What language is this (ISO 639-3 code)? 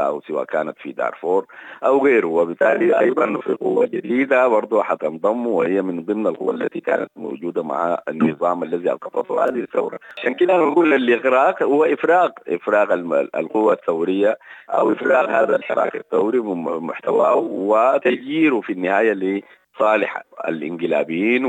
apd